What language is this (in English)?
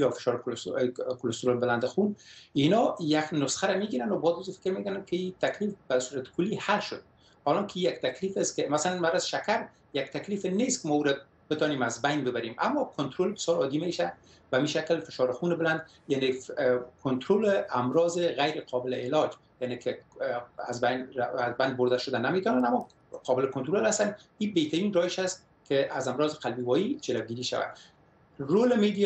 Persian